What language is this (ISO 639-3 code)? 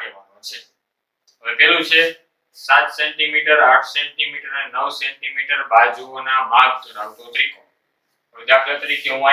guj